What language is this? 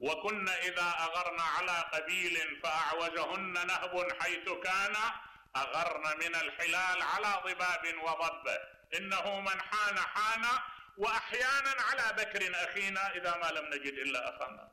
Mesopotamian Arabic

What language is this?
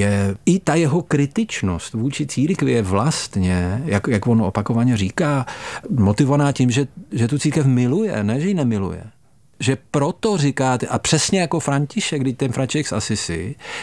Czech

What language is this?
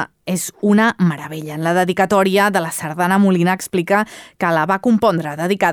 Catalan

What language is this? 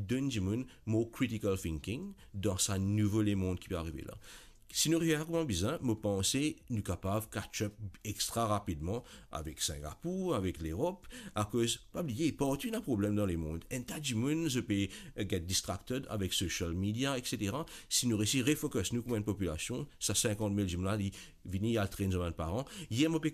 Morisyen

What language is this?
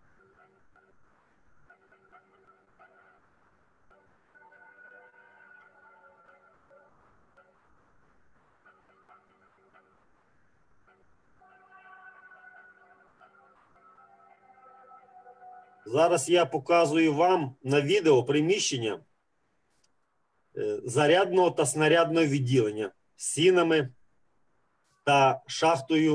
Ukrainian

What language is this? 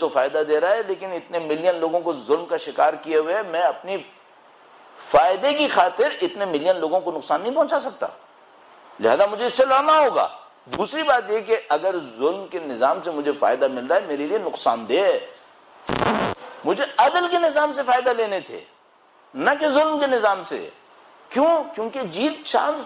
Urdu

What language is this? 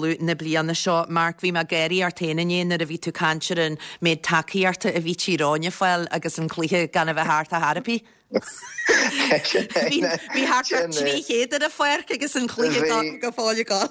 Irish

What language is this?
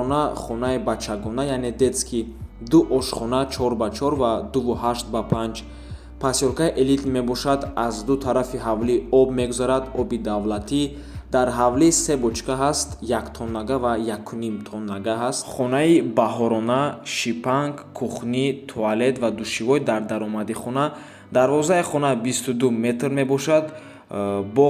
Tajik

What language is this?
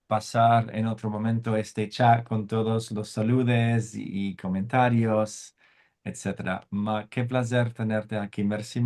Ladino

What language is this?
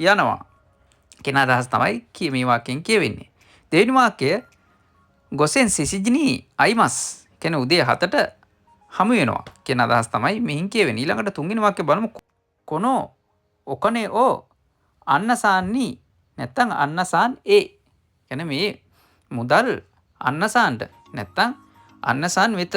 Sinhala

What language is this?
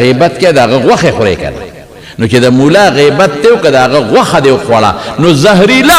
Pashto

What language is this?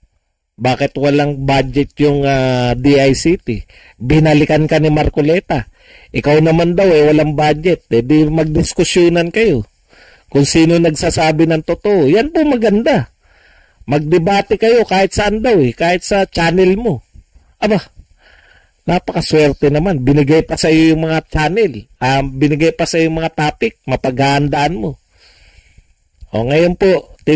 Filipino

